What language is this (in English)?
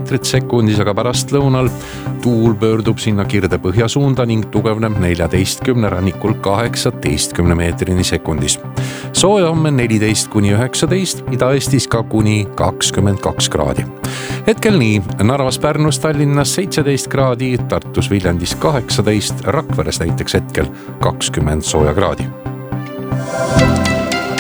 Estonian